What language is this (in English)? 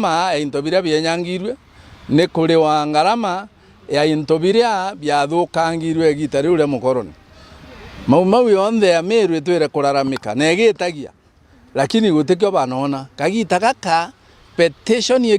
Meru